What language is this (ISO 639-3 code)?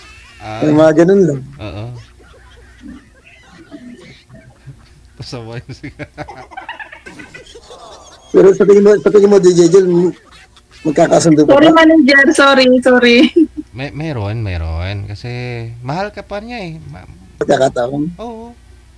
fil